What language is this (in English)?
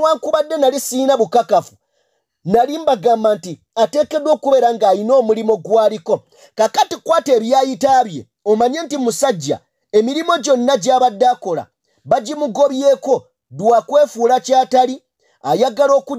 Ganda